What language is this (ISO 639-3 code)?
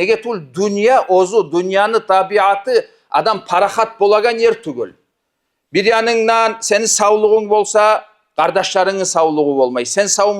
kum